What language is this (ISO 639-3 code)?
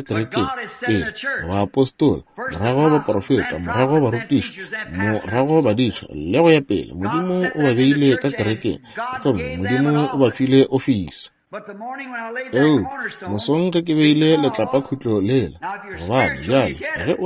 nso